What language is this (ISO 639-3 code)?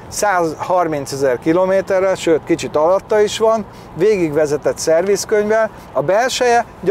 hun